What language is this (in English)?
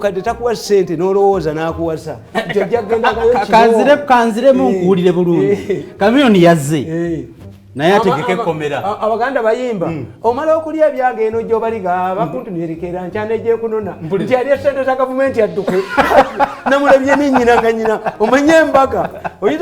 Ganda